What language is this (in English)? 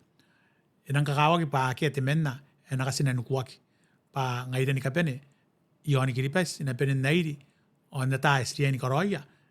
Gilbertese